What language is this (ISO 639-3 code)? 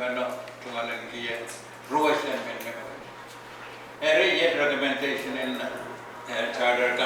pon